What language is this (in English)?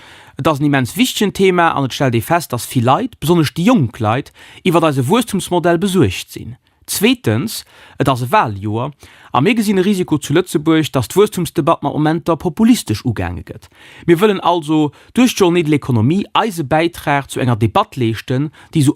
Luxembourgish